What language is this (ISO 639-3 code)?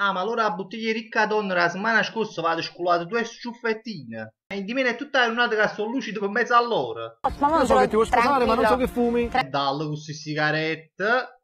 nap